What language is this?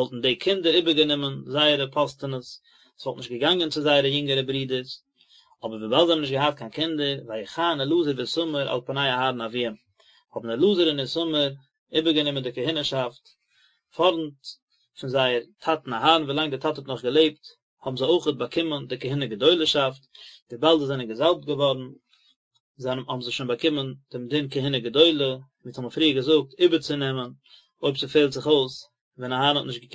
Yiddish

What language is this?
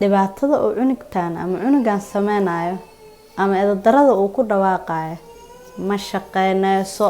Somali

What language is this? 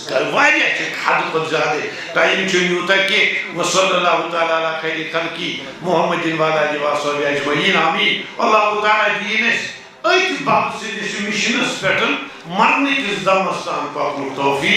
Kashmiri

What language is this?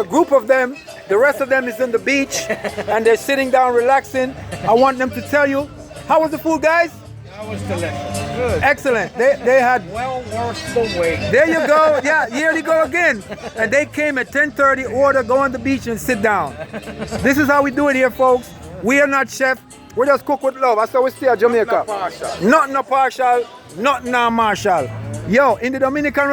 Jamaican Creole English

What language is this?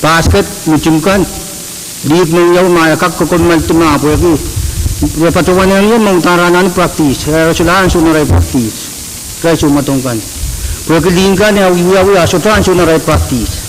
Pohnpeian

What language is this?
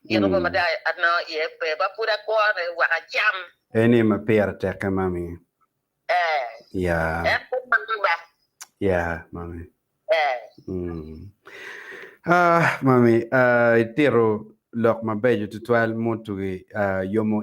Acoli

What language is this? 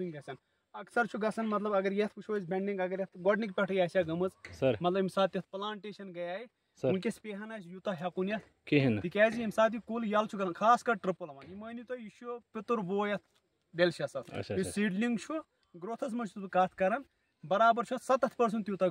Kashmiri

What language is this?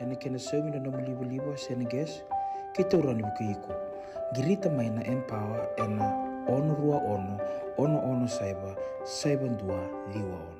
Fijian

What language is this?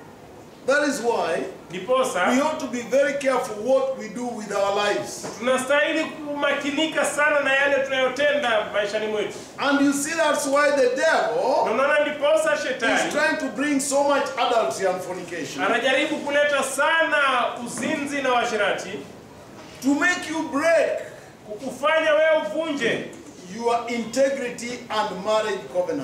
Swahili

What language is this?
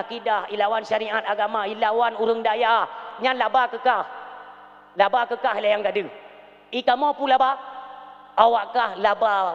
Achinese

